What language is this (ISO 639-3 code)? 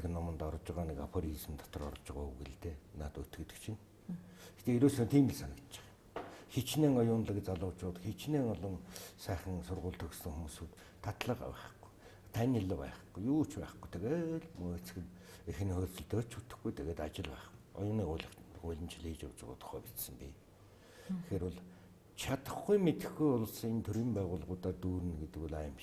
mon